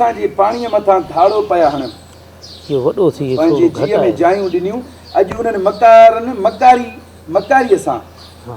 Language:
Sindhi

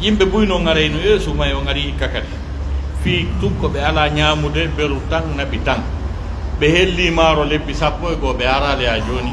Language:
Pular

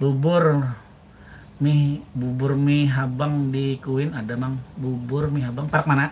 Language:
Banjar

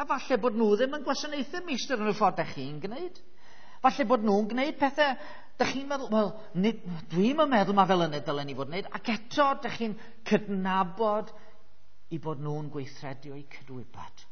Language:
Welsh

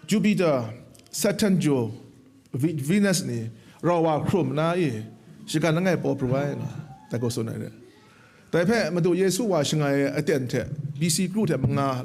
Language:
Kachin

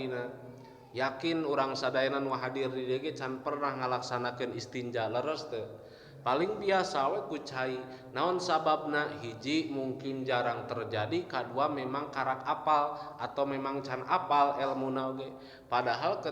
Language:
Sundanese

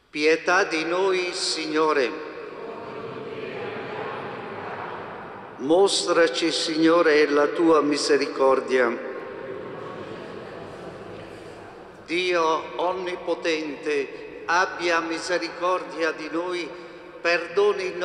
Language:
Italian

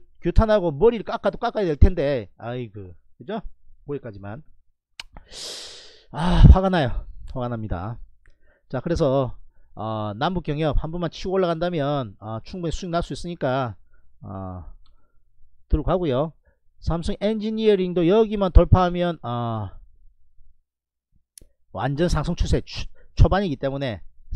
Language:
Korean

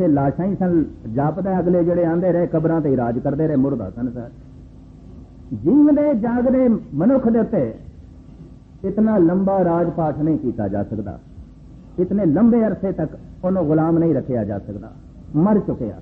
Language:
Punjabi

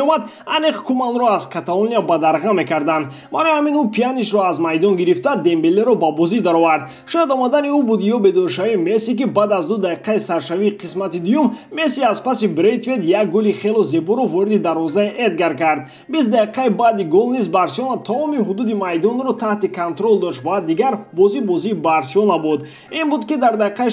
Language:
Tajik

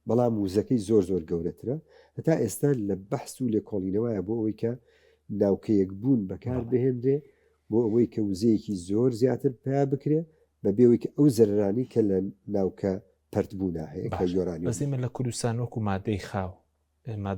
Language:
Central Kurdish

